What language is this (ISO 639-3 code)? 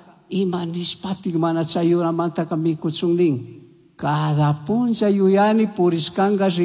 qug